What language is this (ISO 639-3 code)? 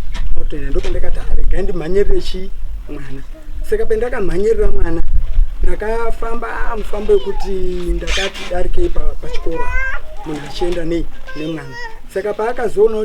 sna